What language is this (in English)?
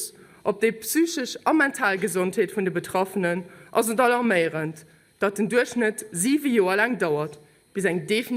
Luxembourgish